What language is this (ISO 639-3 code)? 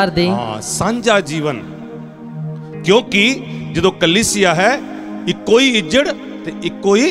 pan